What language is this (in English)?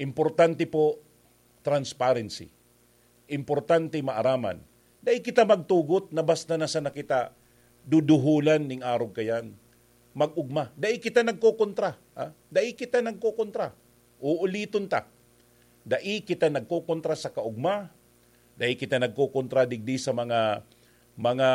Bikol